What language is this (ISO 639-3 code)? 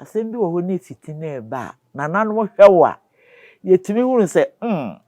aka